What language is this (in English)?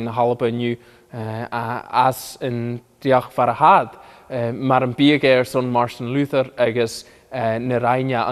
Scottish Gaelic